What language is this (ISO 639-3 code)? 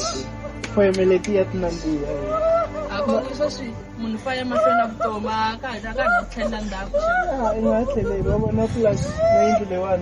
tso